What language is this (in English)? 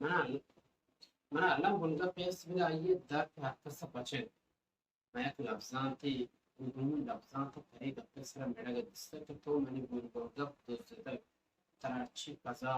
Baluchi